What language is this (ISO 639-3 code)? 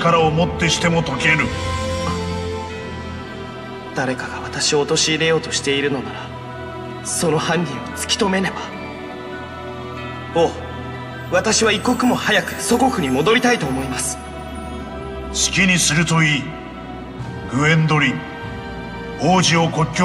jpn